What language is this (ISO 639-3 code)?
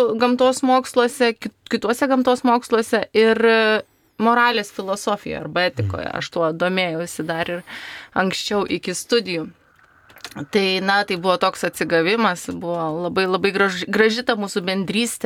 lit